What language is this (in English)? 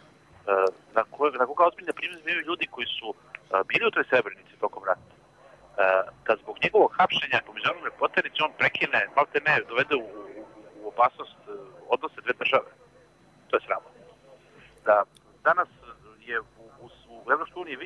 Serbian